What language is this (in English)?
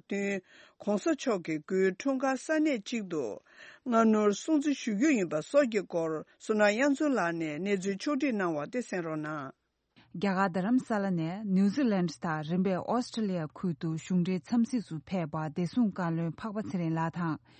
Tibetan